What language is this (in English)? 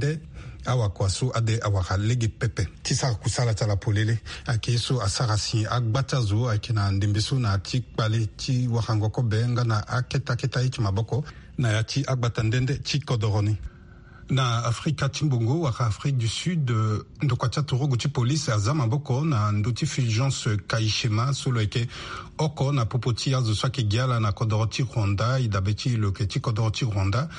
Sango